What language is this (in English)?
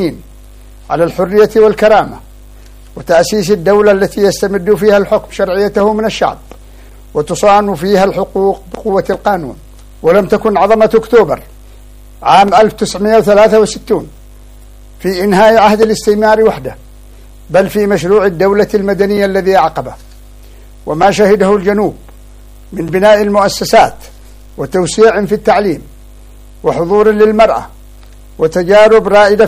Arabic